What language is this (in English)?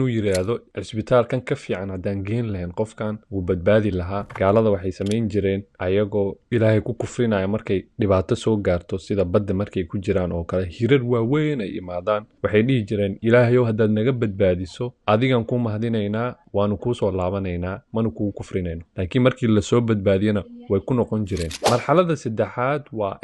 Somali